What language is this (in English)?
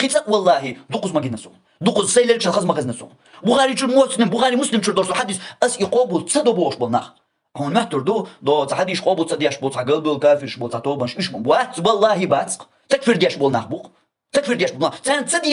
Chechen